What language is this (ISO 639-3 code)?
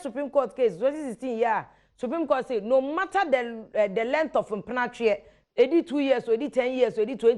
aka